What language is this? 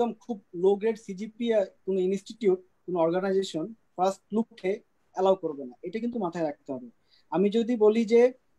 Bangla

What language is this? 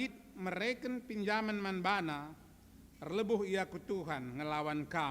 Batak Karo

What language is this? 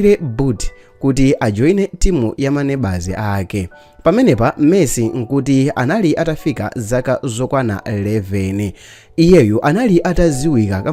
Nyanja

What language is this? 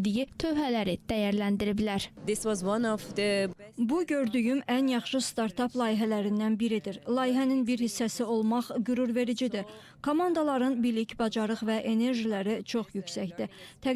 Azerbaijani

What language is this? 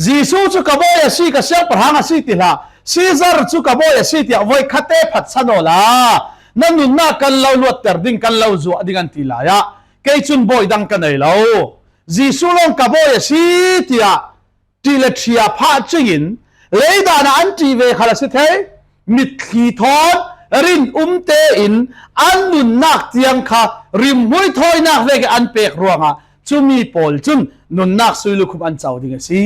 Falam Chin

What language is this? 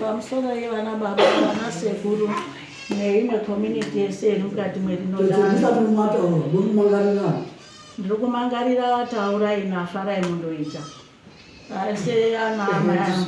Shona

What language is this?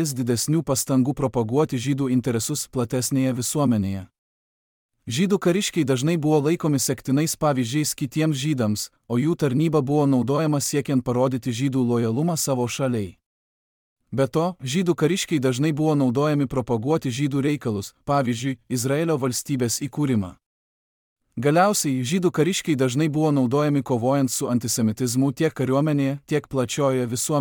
Lithuanian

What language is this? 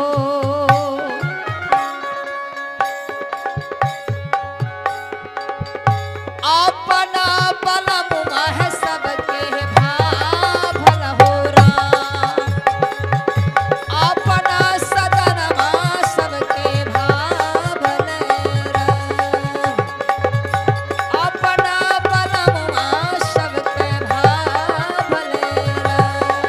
Bhojpuri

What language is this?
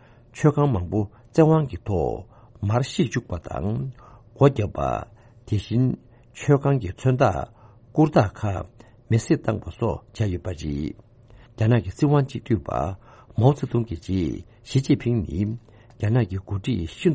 Tibetan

